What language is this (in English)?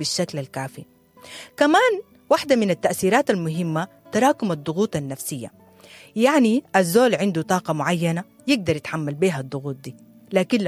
Sudanese Arabic